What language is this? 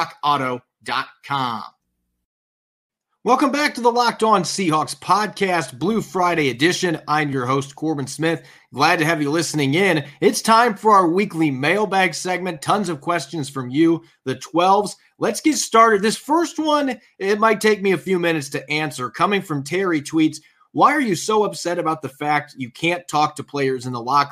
English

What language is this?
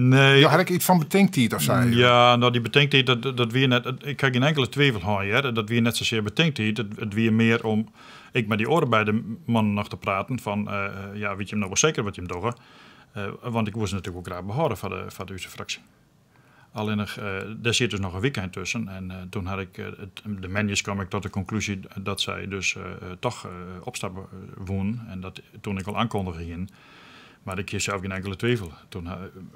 Western Frisian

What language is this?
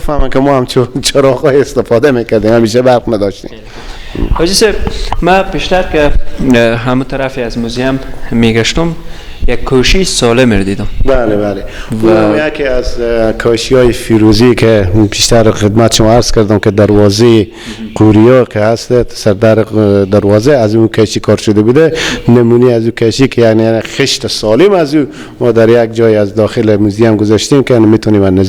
Persian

